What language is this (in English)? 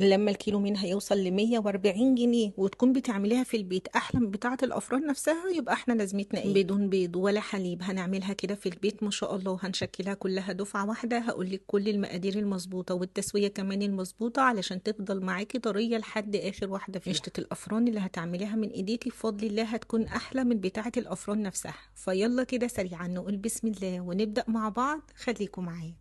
Egyptian Arabic